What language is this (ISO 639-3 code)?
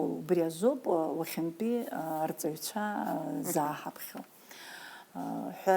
abk